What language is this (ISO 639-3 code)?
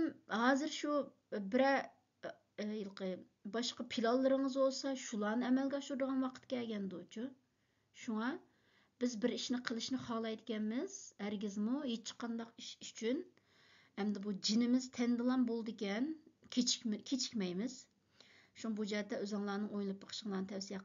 uig